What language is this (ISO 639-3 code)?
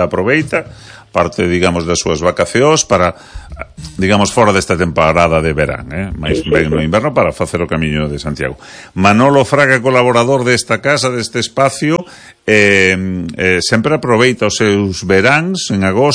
glg